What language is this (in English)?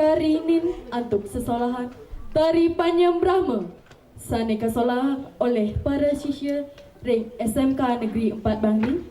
Balinese